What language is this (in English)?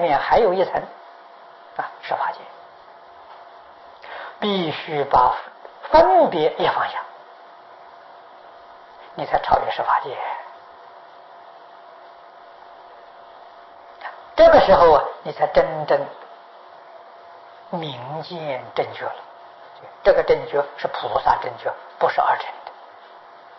Chinese